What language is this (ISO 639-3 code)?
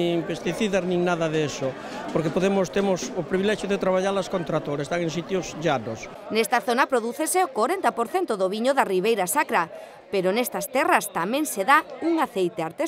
glg